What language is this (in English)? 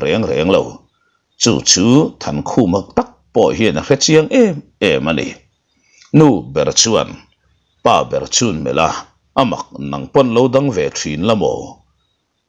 Mizo